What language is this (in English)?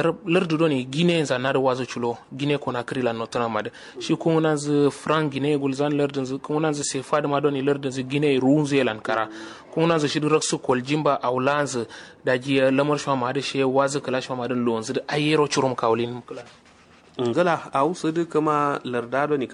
Kanuri